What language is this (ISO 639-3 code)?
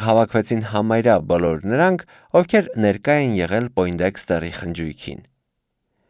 hye